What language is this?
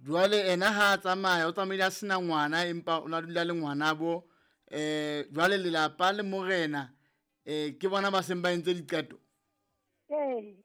Southern Sotho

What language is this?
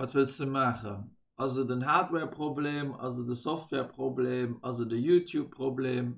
Luxembourgish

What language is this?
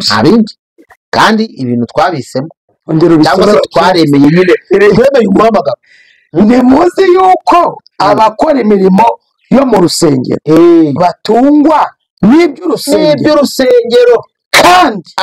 Kinyarwanda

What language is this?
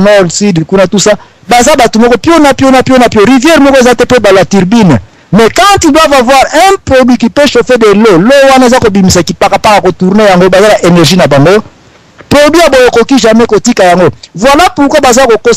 Lingala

